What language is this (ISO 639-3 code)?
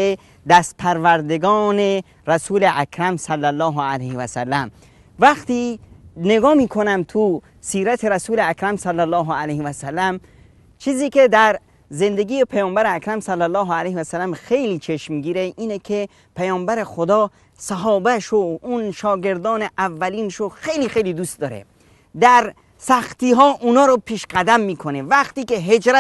fas